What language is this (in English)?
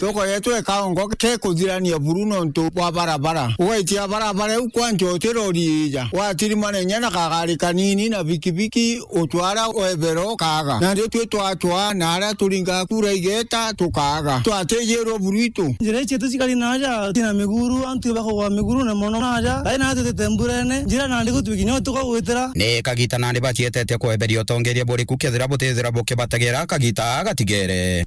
Meru